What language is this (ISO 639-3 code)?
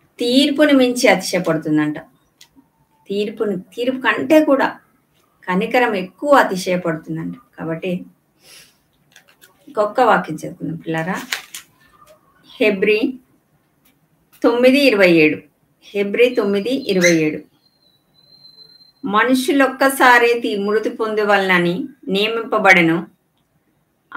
tel